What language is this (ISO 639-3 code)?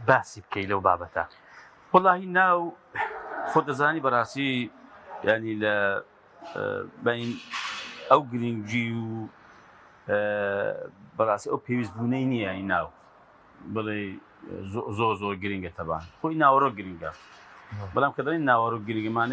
ckb